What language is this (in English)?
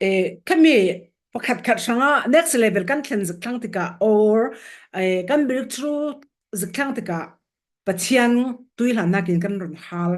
Falam Chin